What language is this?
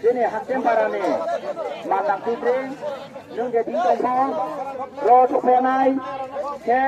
Riang (India)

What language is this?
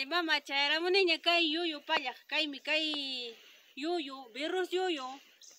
Ayacucho Quechua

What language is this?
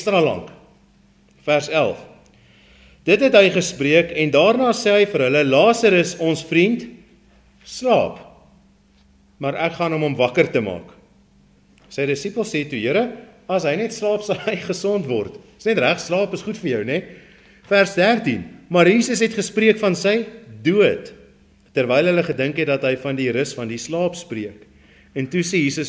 Afrikaans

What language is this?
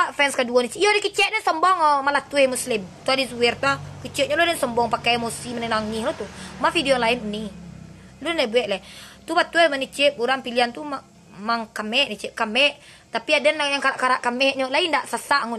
Minangkabau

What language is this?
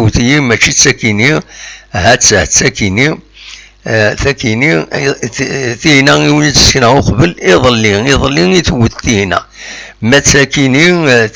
Kabyle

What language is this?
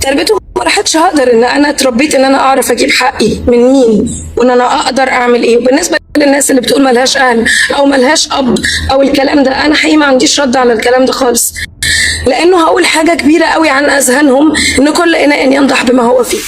Egyptian Arabic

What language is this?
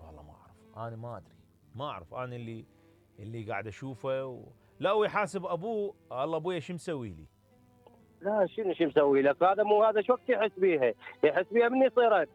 Mesopotamian Arabic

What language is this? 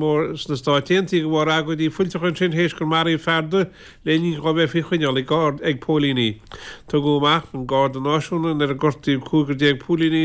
Irish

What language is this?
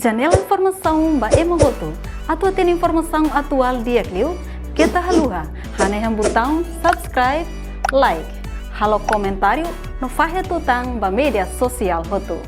Tetum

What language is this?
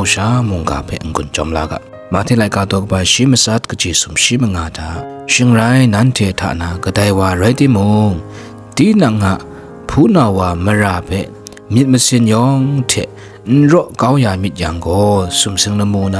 Kachin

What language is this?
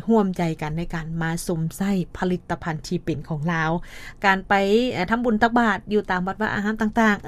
Lao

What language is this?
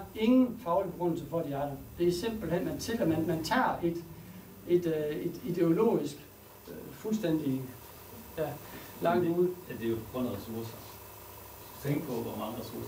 Danish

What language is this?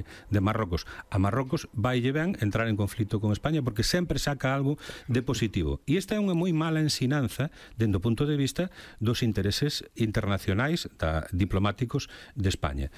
Galician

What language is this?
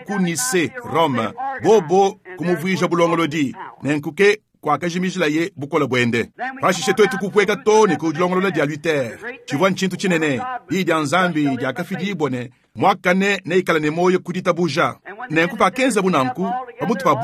Luba-Lulua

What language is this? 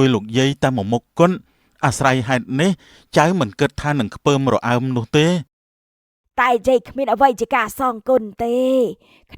Khmer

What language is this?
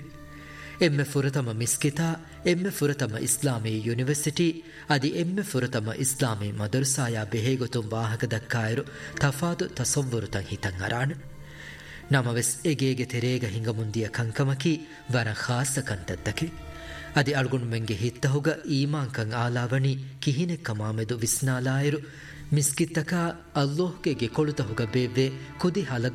Divehi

